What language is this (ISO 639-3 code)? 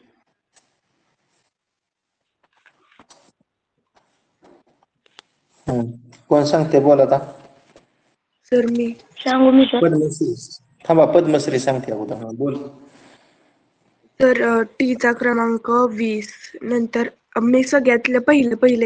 mar